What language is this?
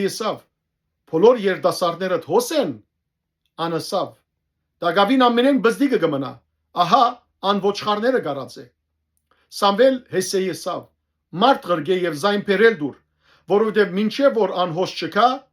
Western Armenian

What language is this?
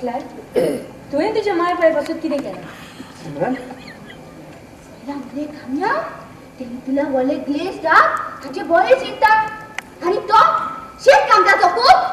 Konkani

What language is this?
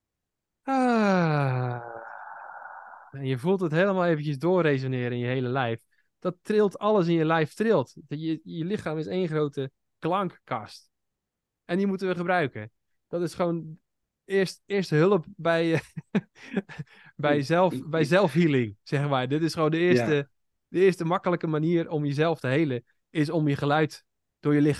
Dutch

